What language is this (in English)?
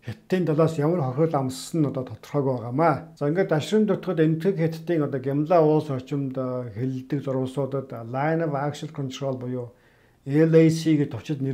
Mongolian